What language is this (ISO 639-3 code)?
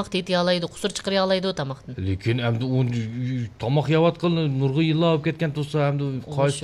uig